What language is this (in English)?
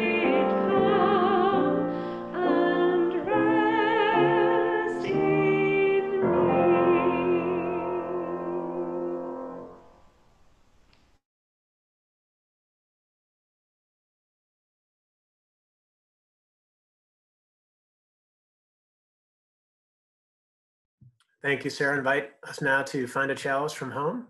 English